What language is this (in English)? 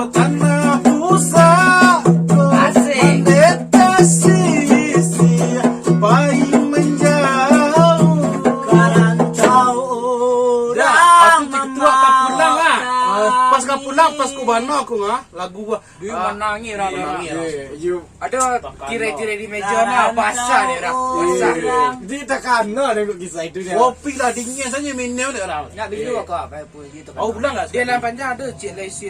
Minangkabau